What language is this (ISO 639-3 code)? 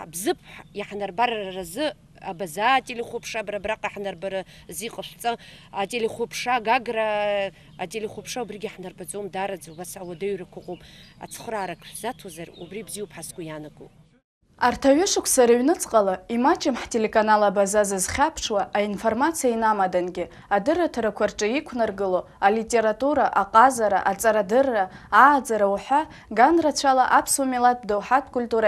abk